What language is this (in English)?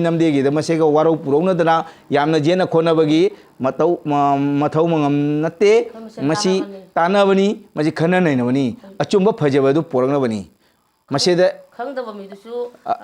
Manipuri